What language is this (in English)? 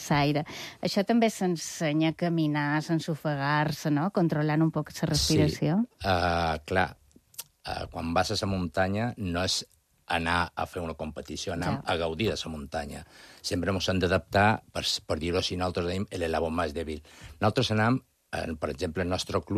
Catalan